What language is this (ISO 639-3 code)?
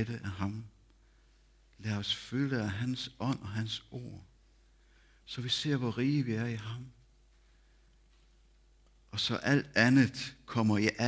dan